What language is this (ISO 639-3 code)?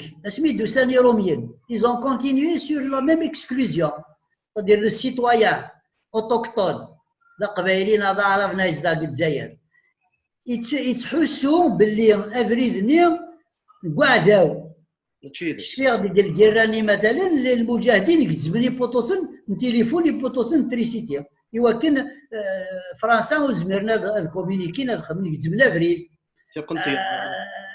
kab